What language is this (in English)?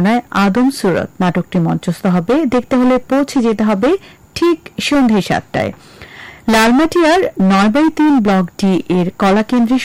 Bangla